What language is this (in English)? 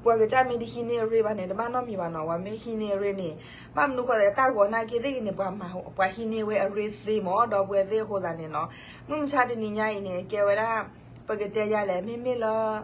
S'gaw Karen